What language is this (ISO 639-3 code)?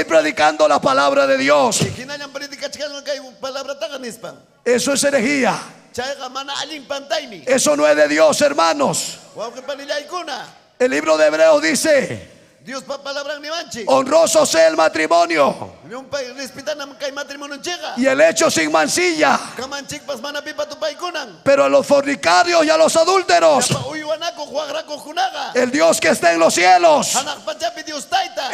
quy